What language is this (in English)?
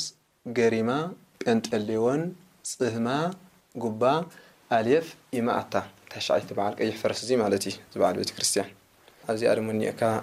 Tigrinya